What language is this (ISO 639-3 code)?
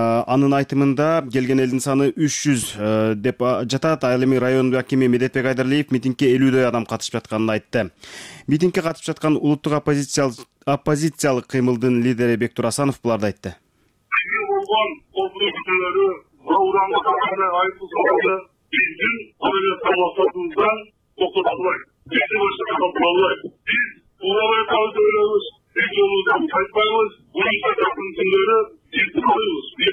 kir